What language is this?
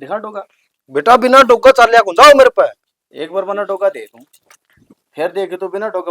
Haryanvi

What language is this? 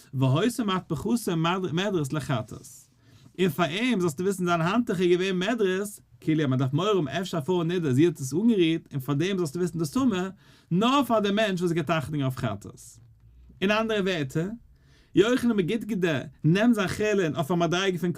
Yiddish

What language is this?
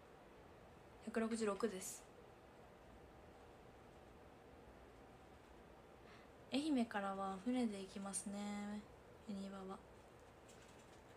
Japanese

